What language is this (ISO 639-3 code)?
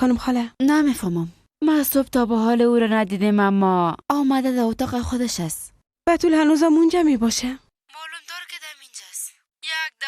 fas